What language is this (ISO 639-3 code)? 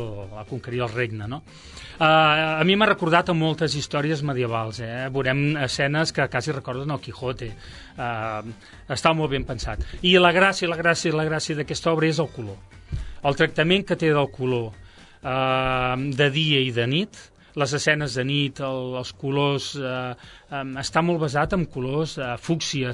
cat